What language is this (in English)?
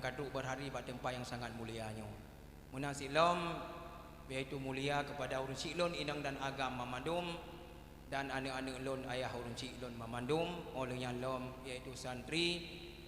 Achinese